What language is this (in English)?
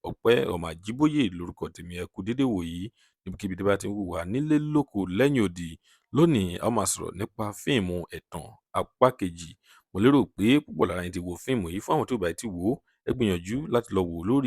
Yoruba